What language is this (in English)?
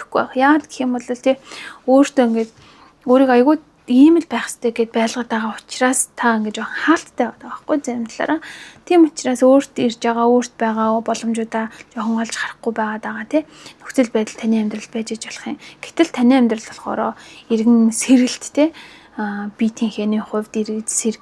Mongolian